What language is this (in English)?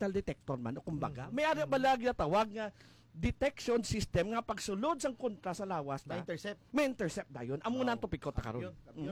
Hiligaynon